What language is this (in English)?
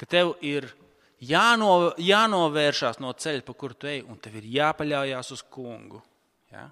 Latvian